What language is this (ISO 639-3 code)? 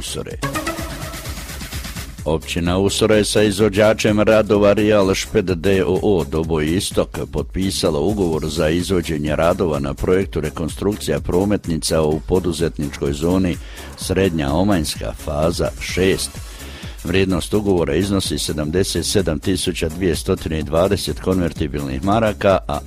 hrv